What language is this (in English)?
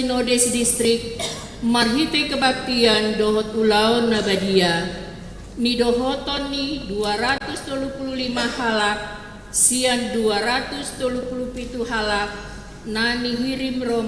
Batak Toba